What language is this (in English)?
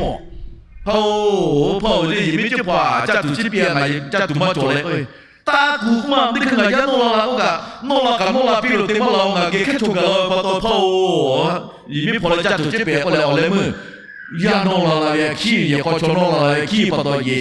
Lahu